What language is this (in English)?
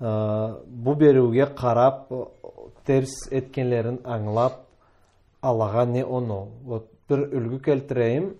Karachay-Balkar